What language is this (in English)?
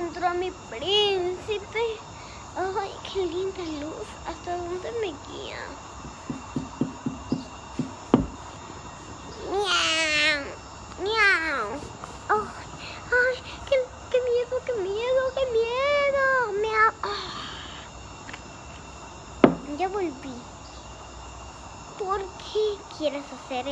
Spanish